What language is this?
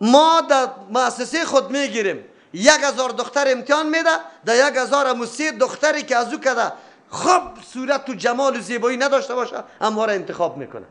Persian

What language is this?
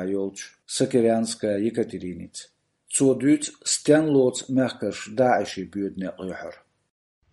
Chechen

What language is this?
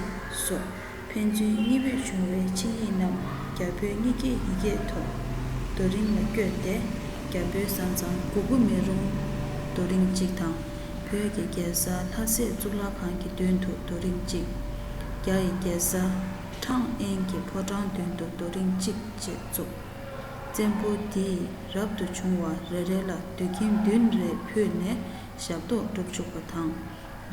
Tibetan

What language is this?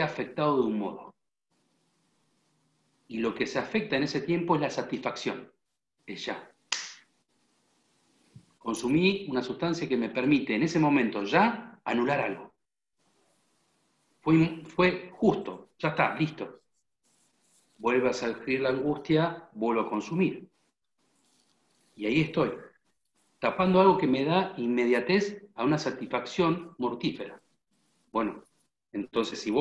Spanish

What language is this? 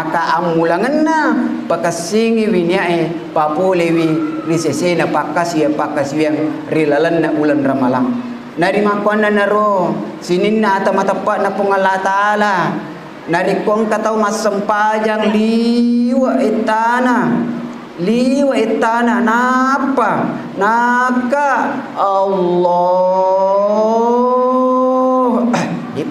Buginese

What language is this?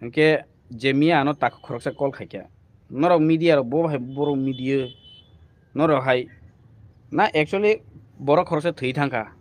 Kok Borok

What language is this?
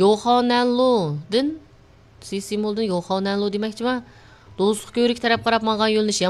Uyghur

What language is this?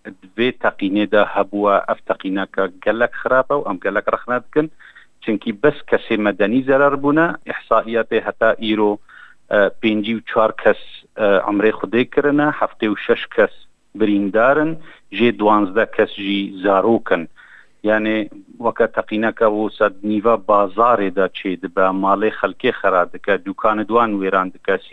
Kurdish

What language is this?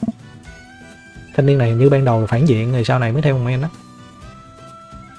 Vietnamese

